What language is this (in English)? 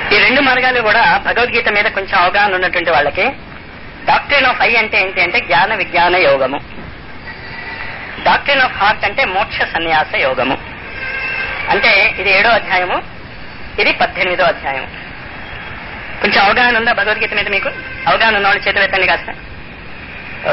Telugu